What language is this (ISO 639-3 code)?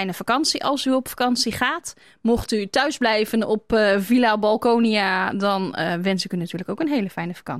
nld